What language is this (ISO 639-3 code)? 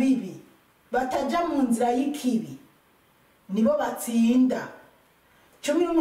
run